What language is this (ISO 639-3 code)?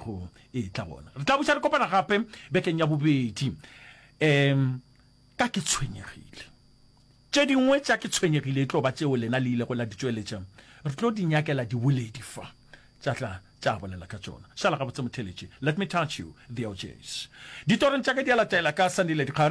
nso